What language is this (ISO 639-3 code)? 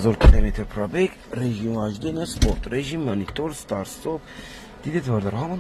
tgk